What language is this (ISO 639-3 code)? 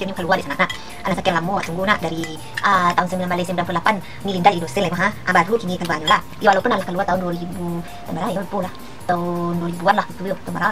min